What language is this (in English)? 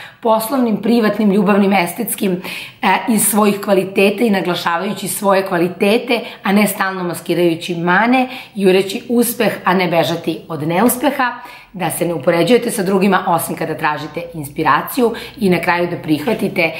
Serbian